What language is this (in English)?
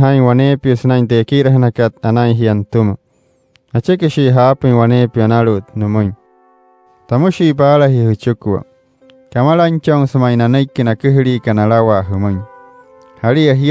Wayuu